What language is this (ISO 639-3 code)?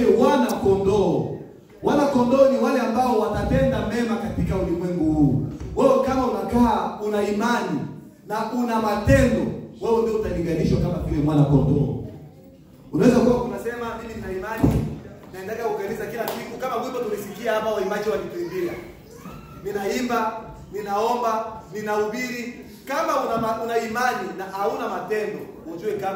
swa